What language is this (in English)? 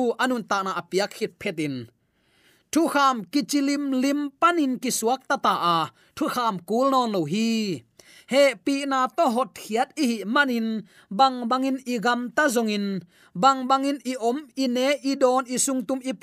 Tedim Chin